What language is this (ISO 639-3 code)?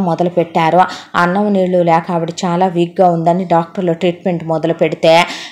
tel